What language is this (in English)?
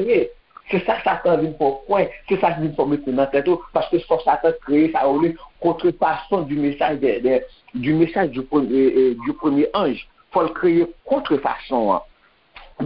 Haitian Creole